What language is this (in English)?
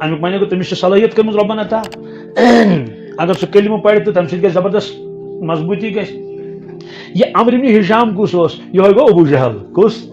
Kashmiri